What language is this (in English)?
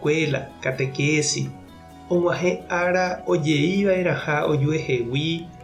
Guarani